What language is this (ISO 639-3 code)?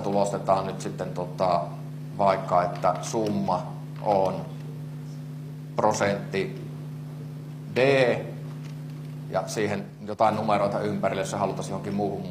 fin